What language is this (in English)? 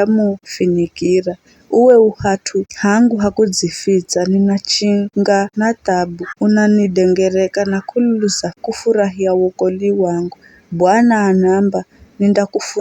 Giryama